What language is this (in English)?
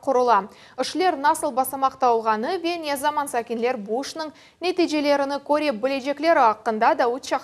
Crimean Tatar